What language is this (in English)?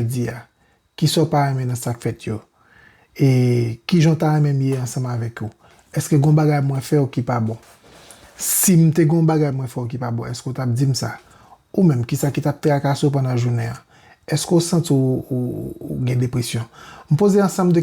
Haitian Creole